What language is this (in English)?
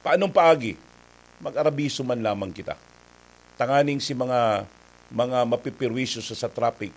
Bikol